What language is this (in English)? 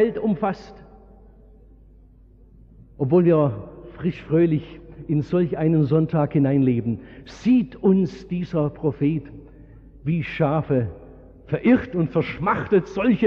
German